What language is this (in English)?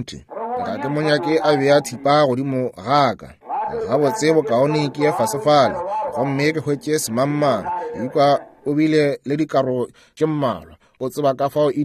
Northern Sotho